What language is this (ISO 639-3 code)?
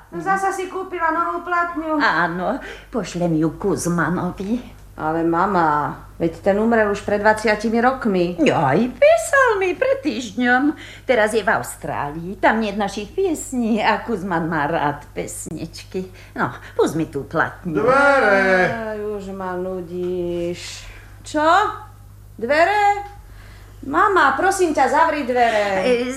slk